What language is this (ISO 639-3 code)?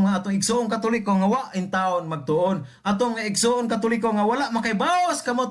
ceb